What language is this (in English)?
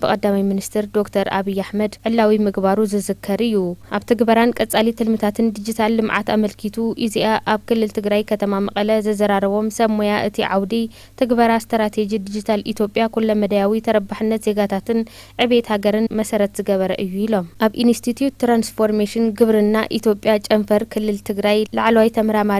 Tigrinya